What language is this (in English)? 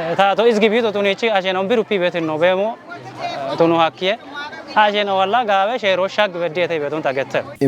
Kafa